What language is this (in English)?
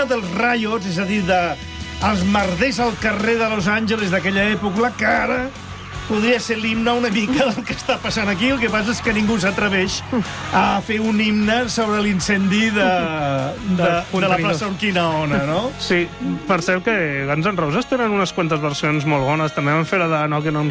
Catalan